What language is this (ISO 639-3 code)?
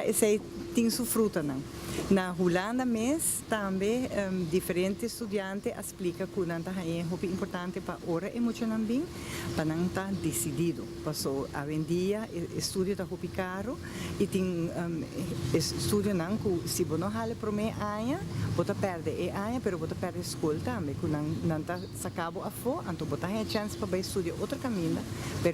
pap